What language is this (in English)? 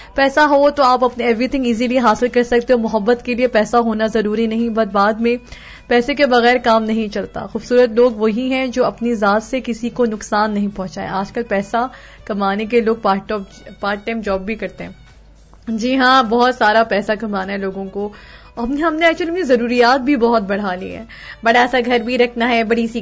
Urdu